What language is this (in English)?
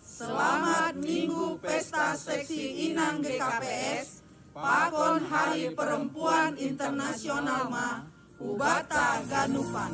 Batak Simalungun